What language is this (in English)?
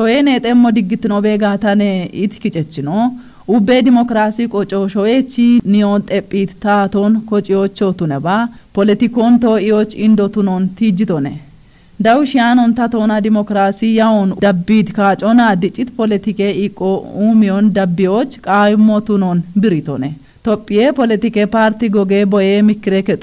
Kafa